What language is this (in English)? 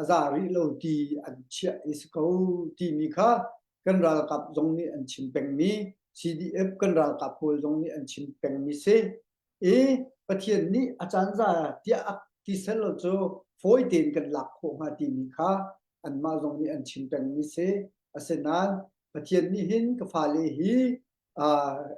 Hakha Chin